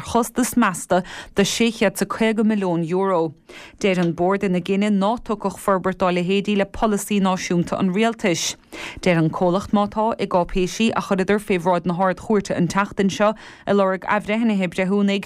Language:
Irish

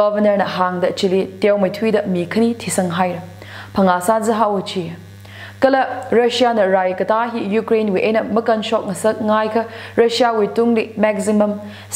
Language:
Tangkhul Naga (India)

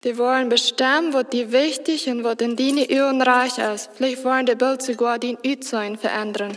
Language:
Plautdietsch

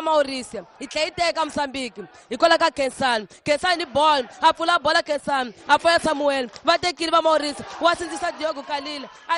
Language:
Tsonga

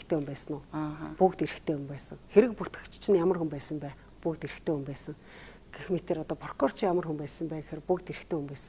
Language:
Mongolian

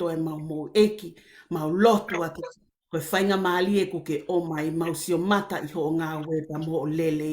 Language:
Tongan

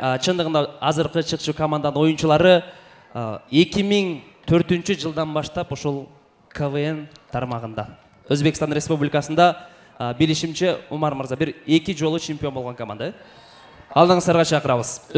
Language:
Kara-Kalpak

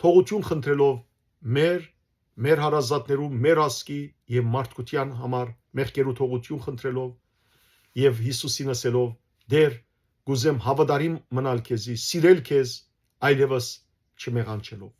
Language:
Western Armenian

